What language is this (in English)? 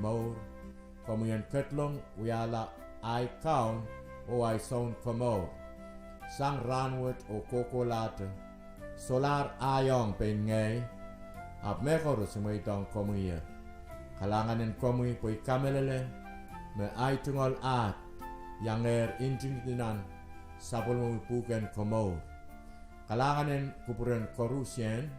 Pohnpeian